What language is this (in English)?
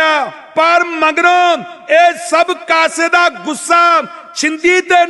Punjabi